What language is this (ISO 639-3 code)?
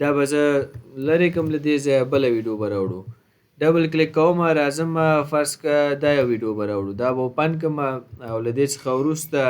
pus